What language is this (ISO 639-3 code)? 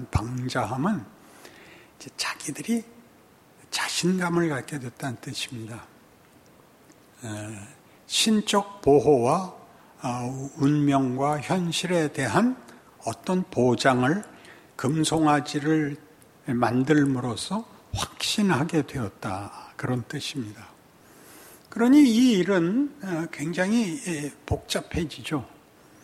kor